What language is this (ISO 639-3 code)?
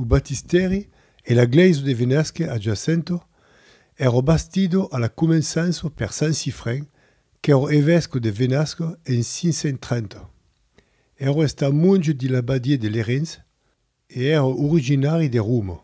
oci